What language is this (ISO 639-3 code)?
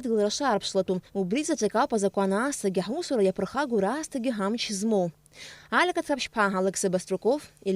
abk